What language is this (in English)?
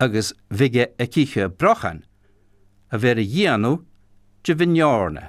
Scottish Gaelic